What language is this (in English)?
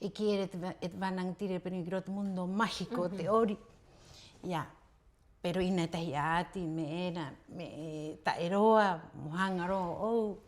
Rapanui